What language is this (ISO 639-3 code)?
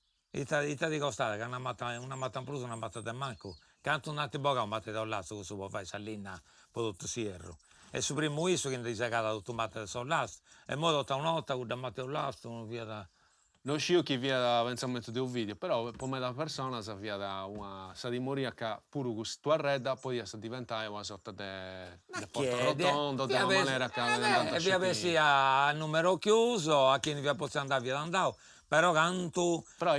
srd